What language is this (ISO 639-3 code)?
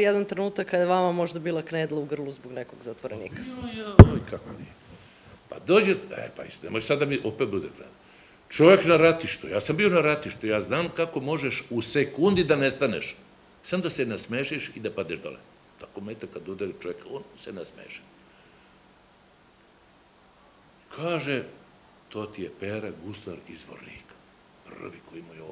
srp